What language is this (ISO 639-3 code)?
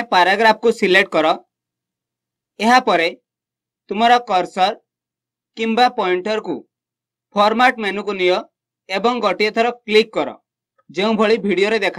ori